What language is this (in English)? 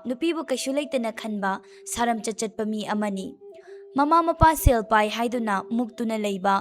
Manipuri